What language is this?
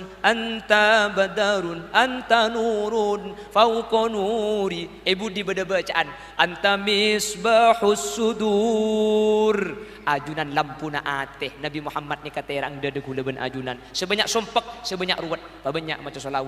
Madurese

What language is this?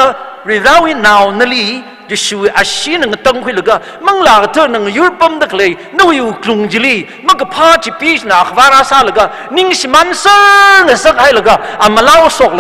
Tangkhul Naga (India)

